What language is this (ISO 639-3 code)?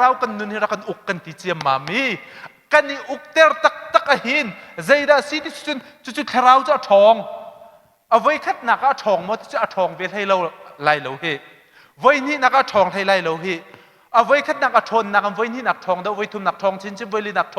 cnh